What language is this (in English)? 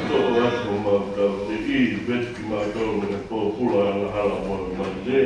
Tongan